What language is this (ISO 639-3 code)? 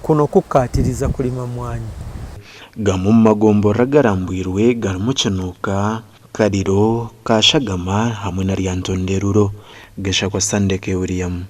nyn